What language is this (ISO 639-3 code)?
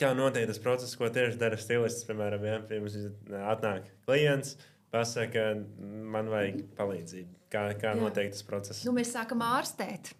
lav